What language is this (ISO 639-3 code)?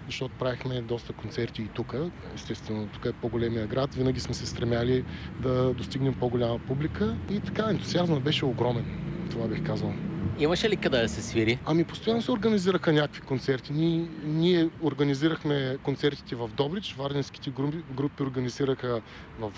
bul